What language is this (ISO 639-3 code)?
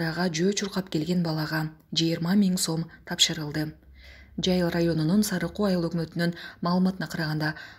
kir